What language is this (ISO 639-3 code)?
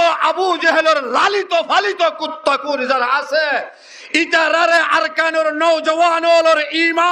rhg